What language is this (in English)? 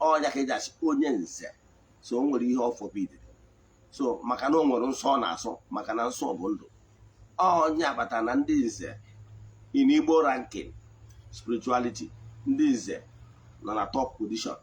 Igbo